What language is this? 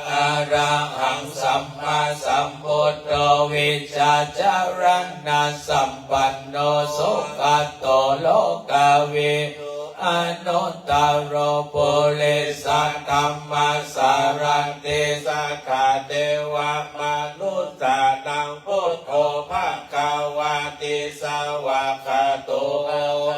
Pali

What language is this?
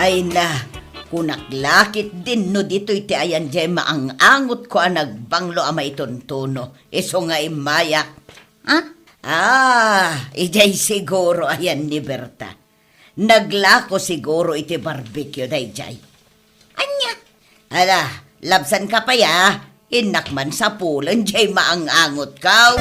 Iloko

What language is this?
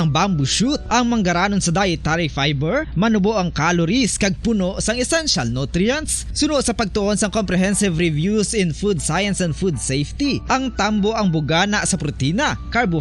Hiligaynon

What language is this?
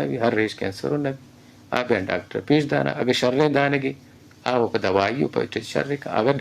Eastern Balochi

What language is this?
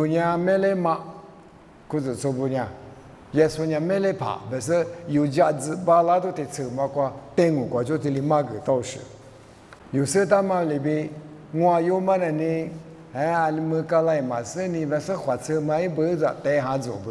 Lisu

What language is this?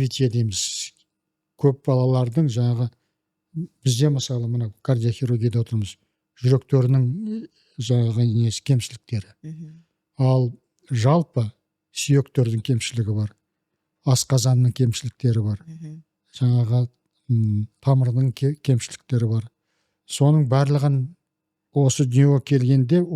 Kazakh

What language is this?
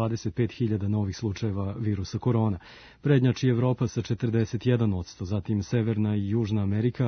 Serbian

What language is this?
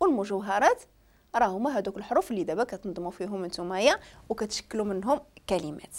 Moroccan Arabic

